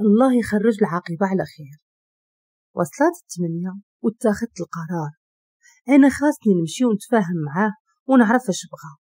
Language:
Moroccan Arabic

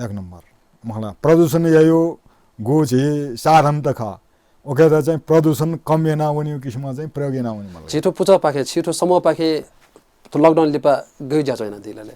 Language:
Newari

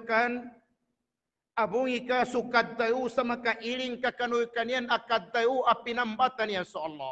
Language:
Maguindanaon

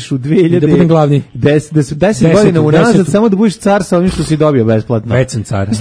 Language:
Serbian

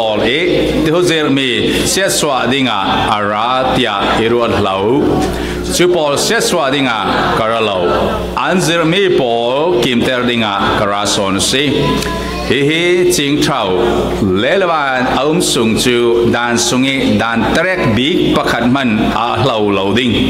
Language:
Falam Chin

